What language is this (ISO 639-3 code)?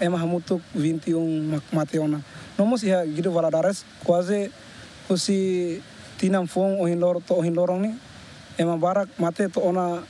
tet